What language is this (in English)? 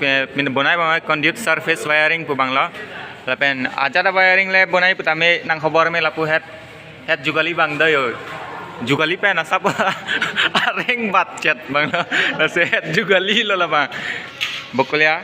Karbi